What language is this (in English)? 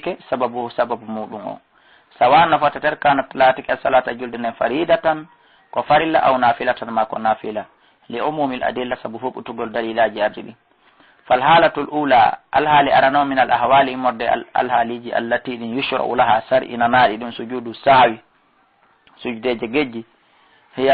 Fula